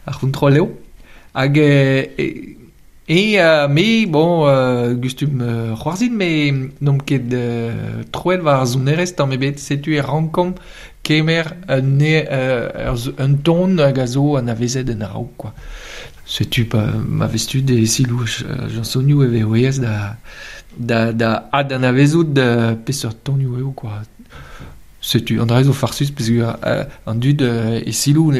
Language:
Breton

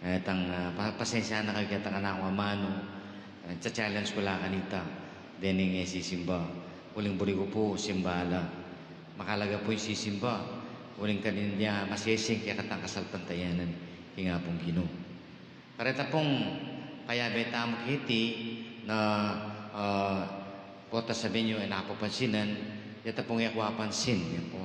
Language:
Pampanga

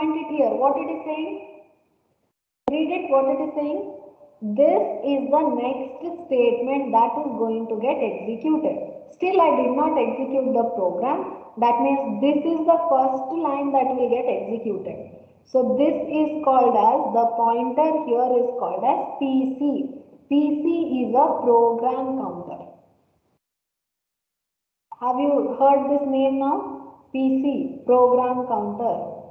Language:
English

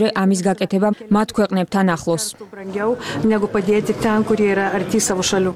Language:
Georgian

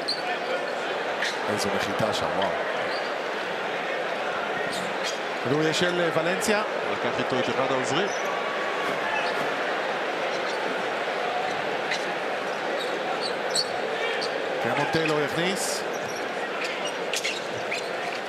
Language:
Hebrew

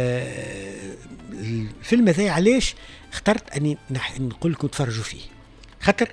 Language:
Tunisian Arabic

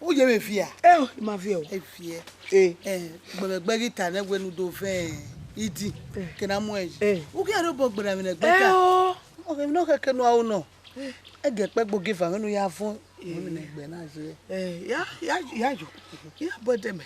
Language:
Bini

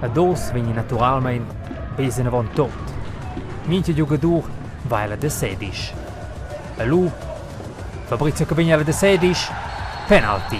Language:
Romansh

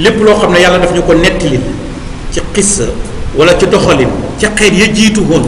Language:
Wolof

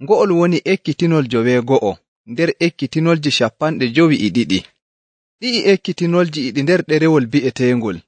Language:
Nigerian Fulfulde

